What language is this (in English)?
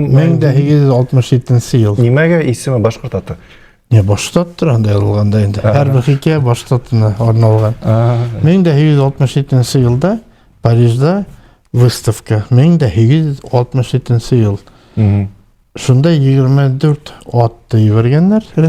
Bashkir